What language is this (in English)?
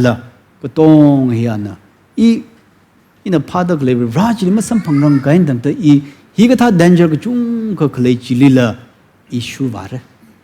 Tangkhul Naga (India)